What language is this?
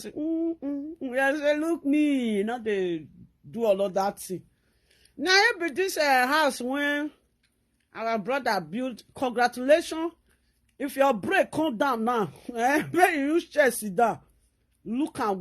Nigerian Pidgin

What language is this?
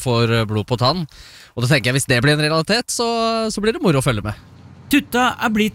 Norwegian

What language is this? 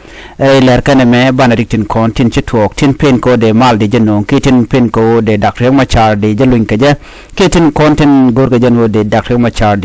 Nuer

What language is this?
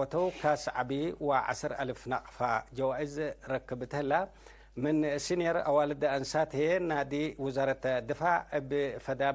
Tigre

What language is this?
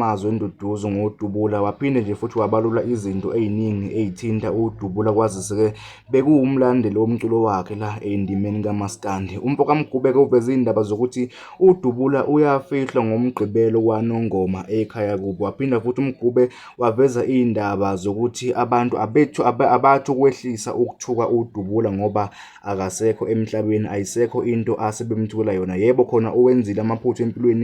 Zulu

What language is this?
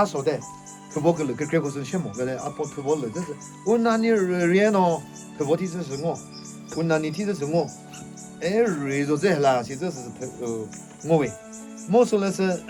Chokri Naga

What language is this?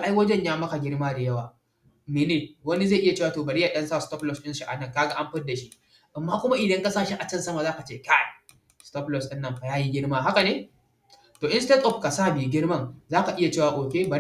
Hausa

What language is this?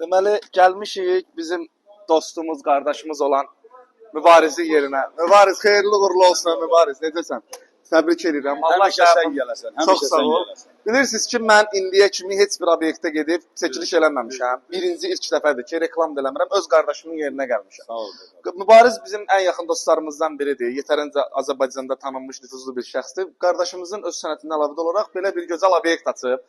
Azerbaijani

